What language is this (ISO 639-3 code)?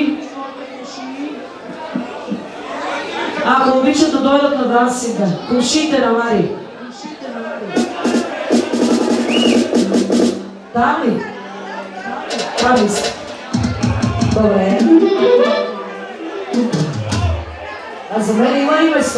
bul